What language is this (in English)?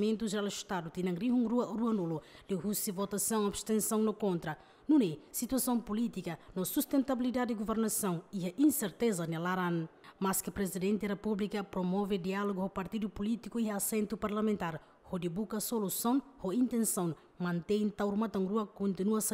Tetum